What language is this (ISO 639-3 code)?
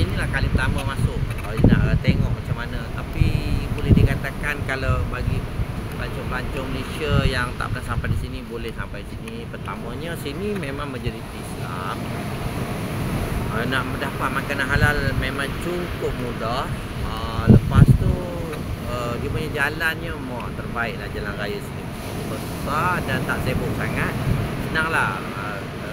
msa